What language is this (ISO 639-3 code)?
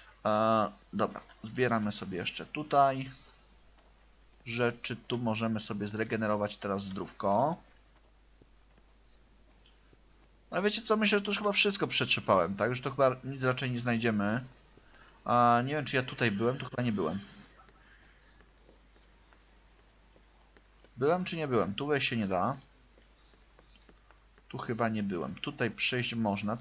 pol